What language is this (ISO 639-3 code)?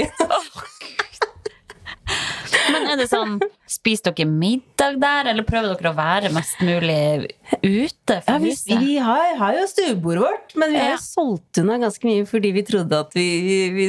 nor